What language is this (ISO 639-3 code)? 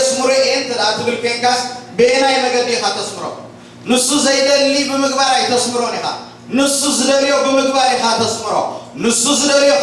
tir